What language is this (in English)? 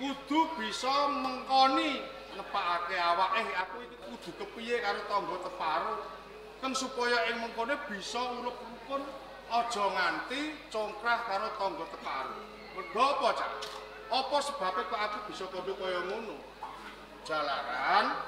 Javanese